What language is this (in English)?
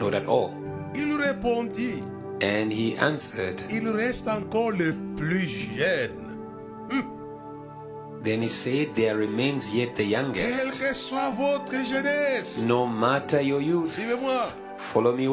French